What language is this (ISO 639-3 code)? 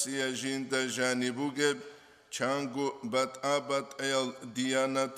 ava